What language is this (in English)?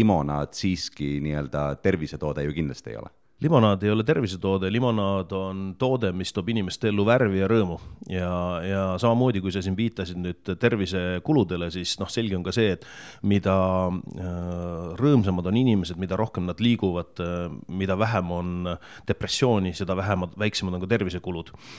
Estonian